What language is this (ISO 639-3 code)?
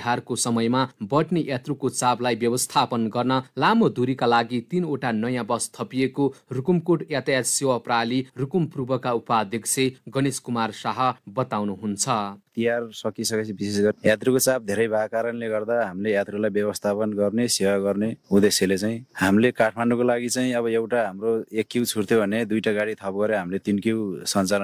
nep